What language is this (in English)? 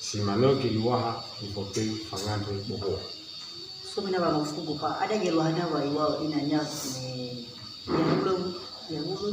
Nias